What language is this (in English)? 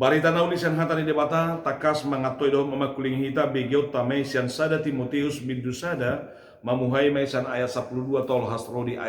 Batak Toba